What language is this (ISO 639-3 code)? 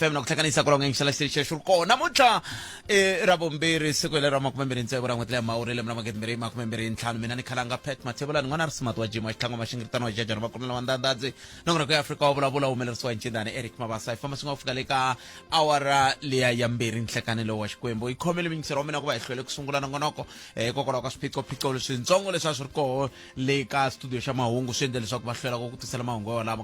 tso